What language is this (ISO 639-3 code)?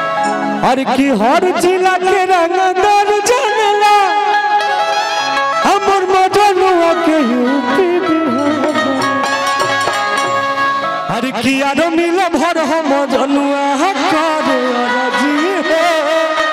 bho